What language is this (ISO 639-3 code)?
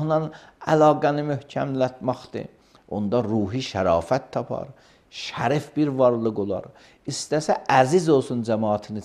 aze